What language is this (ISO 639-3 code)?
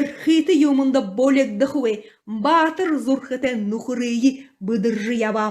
bua